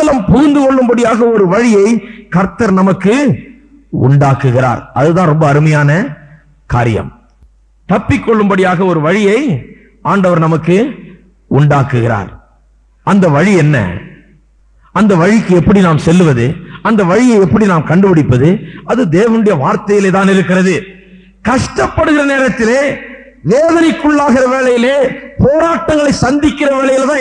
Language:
Tamil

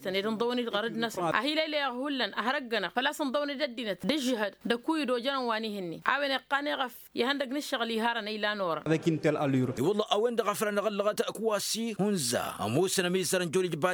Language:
Tamasheq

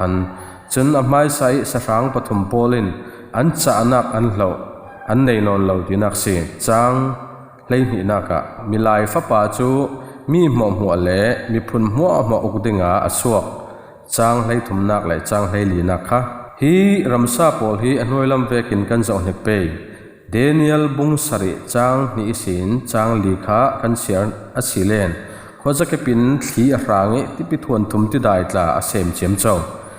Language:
Falam Chin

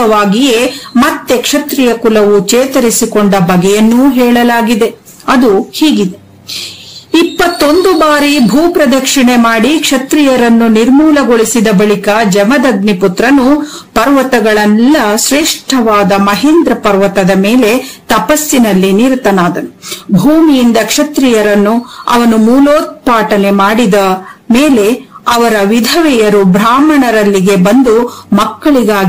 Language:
Kannada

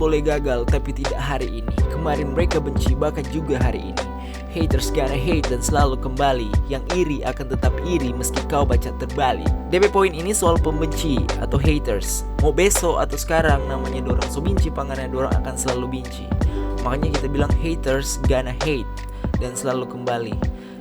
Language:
Manado Malay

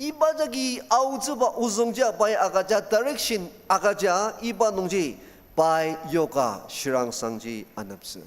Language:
Ao Naga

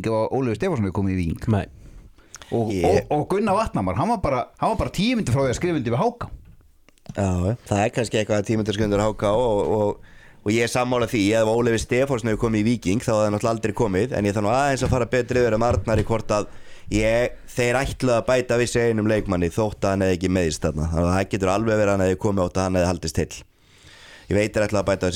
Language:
Icelandic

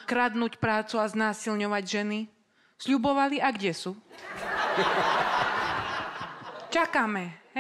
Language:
Slovak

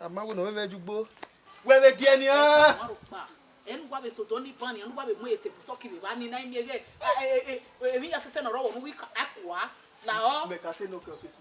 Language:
Bini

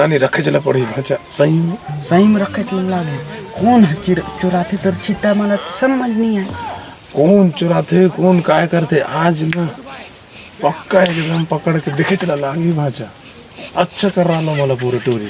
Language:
Chhattisgarhi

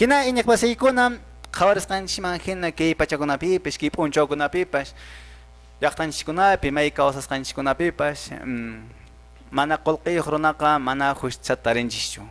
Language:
Quechua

